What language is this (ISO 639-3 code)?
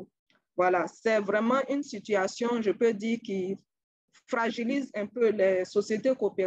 fra